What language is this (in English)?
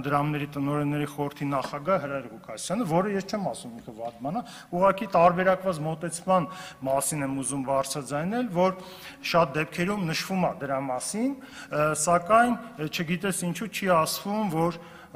Armenian